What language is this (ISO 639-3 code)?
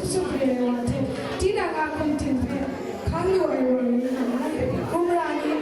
kac